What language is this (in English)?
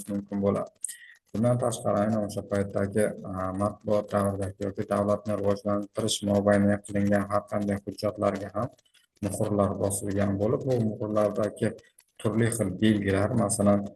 Uzbek